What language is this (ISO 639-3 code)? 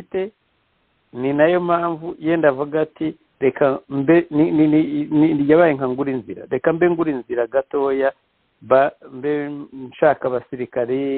kin